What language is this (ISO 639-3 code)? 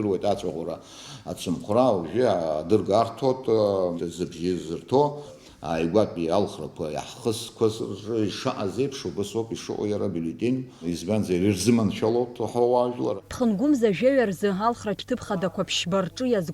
abk